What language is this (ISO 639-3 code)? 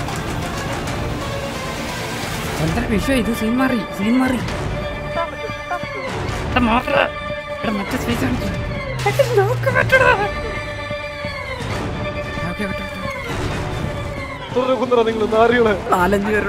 mal